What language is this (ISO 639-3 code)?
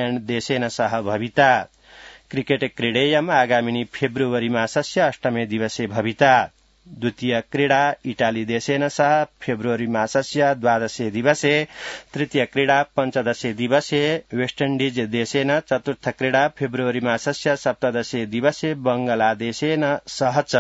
san